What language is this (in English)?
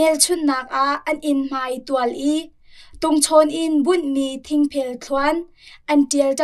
Hakha Chin